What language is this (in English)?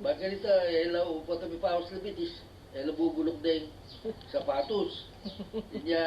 Pampanga